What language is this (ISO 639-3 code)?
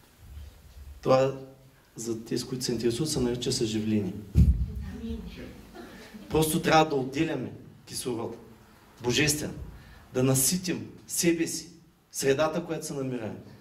bul